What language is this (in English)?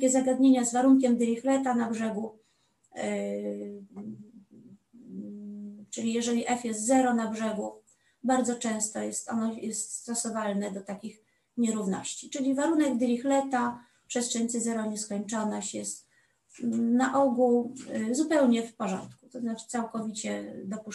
Polish